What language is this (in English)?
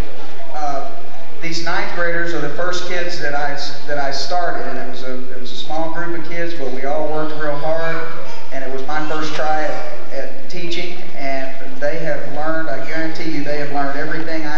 English